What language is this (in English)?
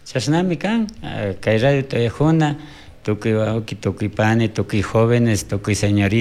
Chimborazo Highland Quichua